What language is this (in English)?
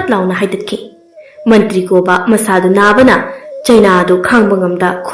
Manipuri